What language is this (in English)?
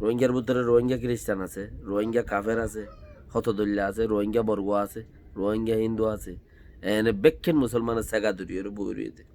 Rohingya